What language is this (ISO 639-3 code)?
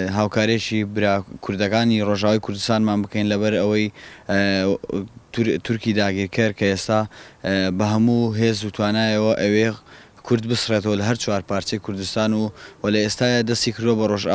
ckb